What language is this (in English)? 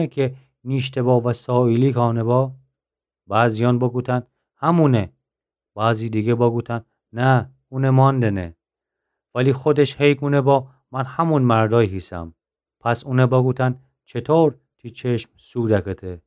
Gilaki